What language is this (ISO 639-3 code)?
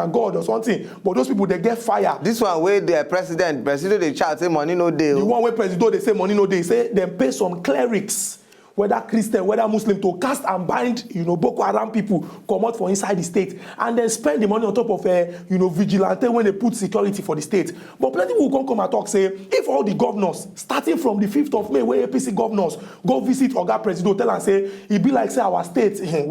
pcm